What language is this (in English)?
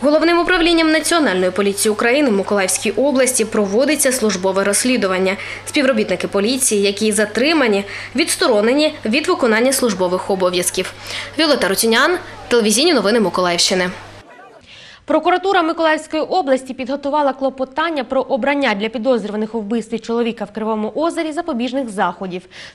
Ukrainian